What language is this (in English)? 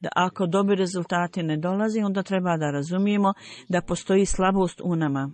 Bosnian